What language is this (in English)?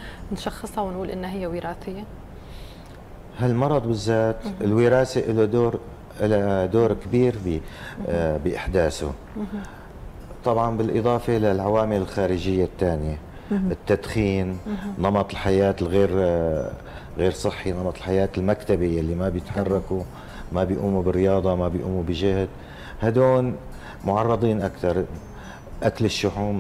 North Levantine Arabic